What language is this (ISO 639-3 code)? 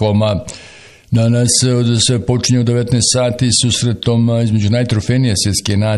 bos